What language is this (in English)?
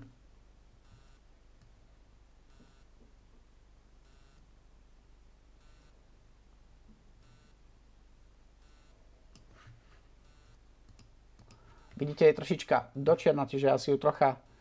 Slovak